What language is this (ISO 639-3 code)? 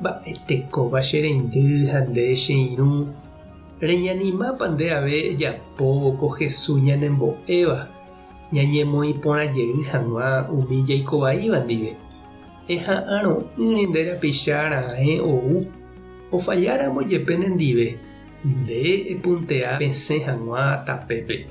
grn